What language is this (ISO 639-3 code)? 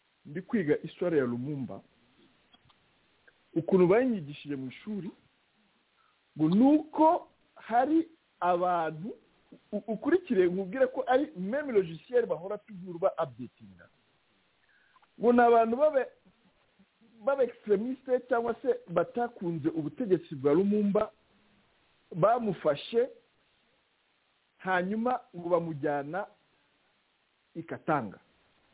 kin